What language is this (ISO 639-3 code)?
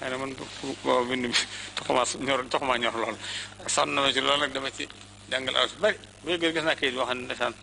wol